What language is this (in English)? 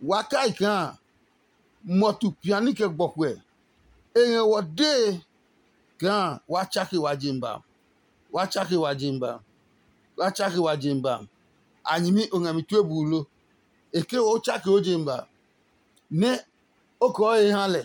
Adangme